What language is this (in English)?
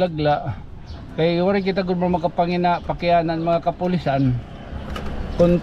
Waray